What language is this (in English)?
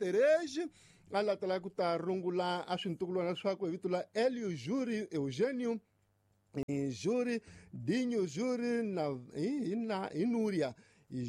Tsonga